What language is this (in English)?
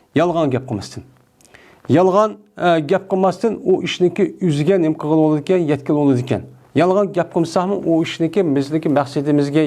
Uyghur